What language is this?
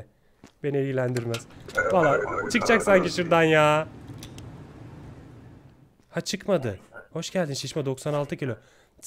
Turkish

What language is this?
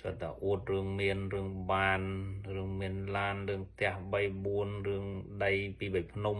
Khmer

